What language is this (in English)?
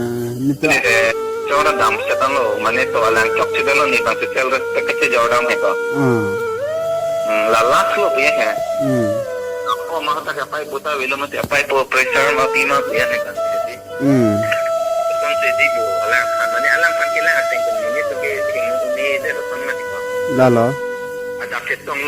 Karbi